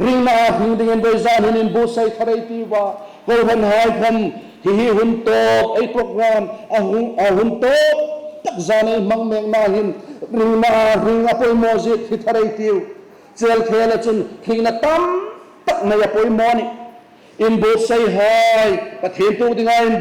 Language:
Hmar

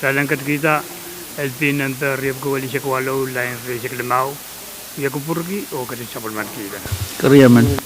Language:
Pohnpeian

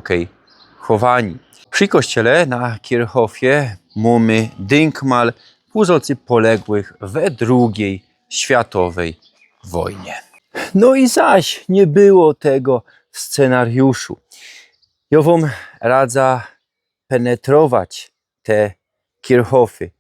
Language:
Silesian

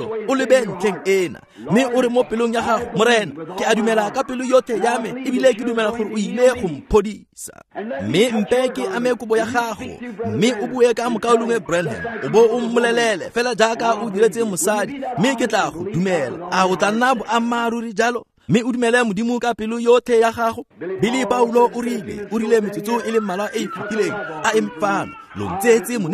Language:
Tswana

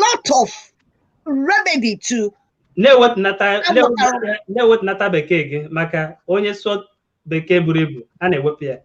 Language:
Igbo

